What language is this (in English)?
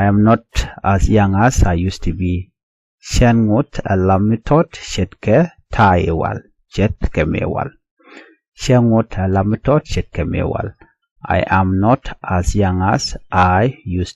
Nuer